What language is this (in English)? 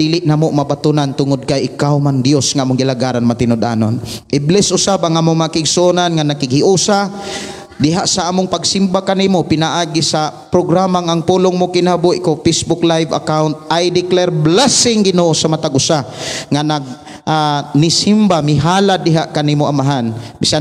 Cebuano